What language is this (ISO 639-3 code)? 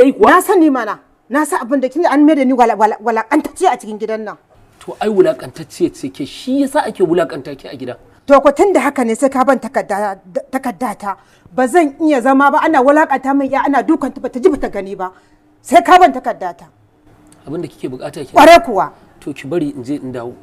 hau